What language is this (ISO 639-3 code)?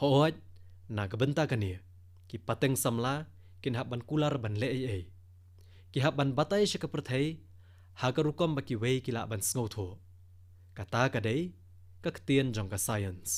kha